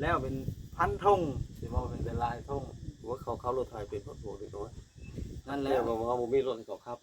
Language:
Northeastern Thai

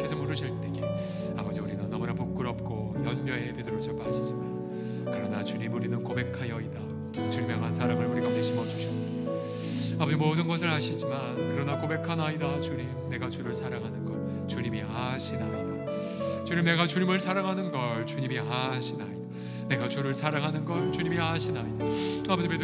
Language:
Korean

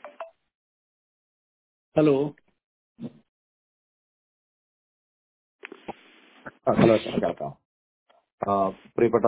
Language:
Malayalam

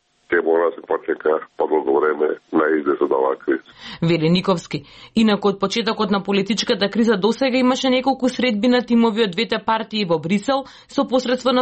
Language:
Macedonian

